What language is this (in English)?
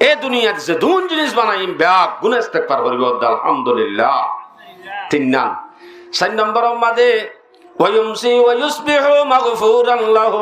Rohingya